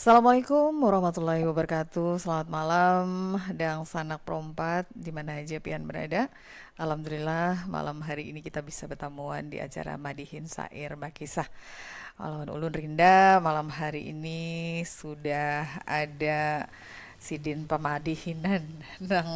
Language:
Banjar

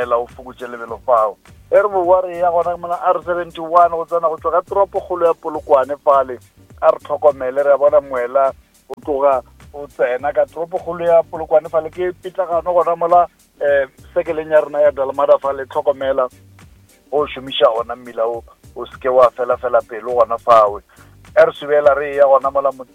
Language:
Northern Sotho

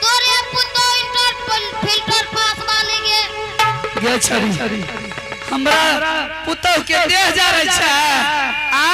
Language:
Angika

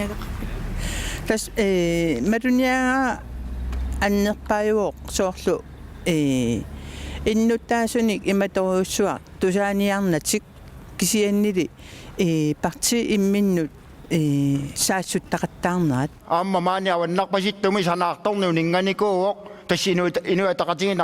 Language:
Kalaallisut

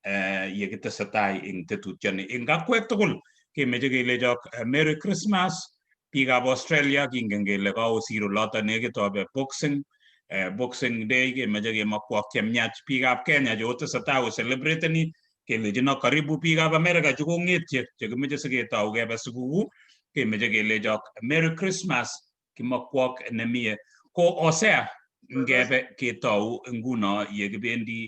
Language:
Kalenjin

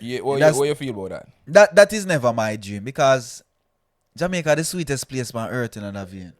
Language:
Jamaican Creole English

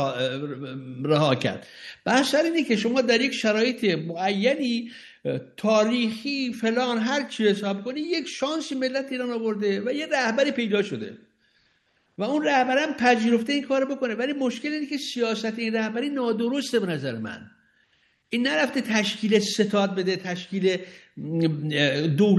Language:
Persian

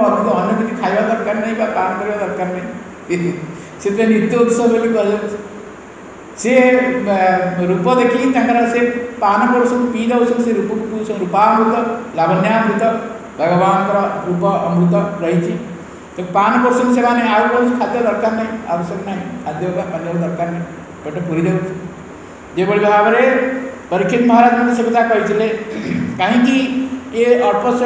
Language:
Odia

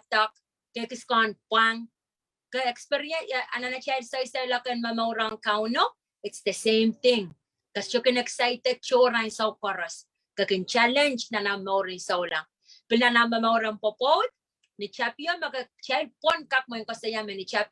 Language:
Pohnpeian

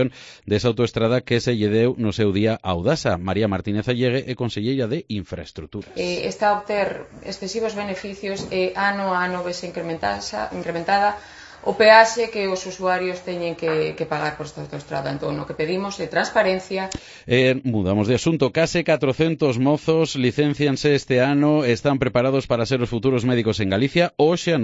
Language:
Galician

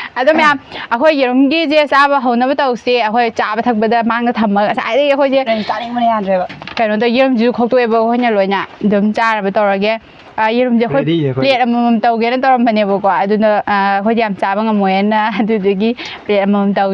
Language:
Manipuri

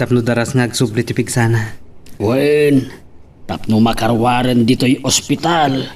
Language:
Iloko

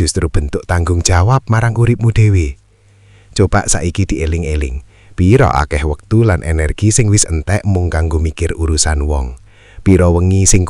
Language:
Javanese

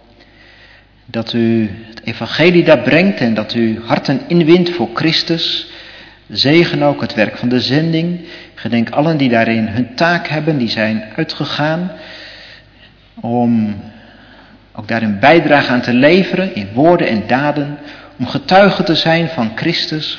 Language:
Dutch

